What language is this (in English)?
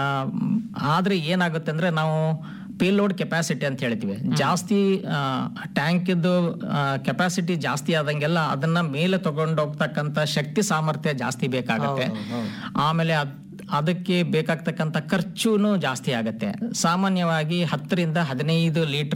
Kannada